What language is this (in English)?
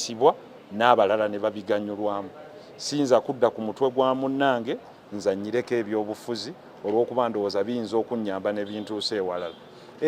Ganda